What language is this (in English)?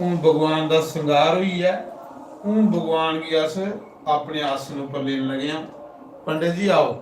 Dogri